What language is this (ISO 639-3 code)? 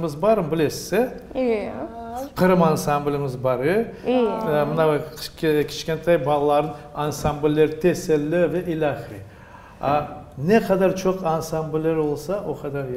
crh